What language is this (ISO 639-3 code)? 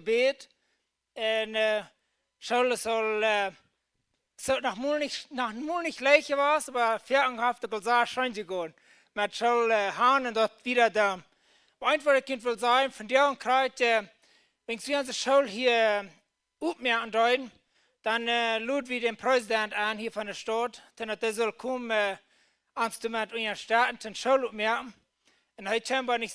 pdt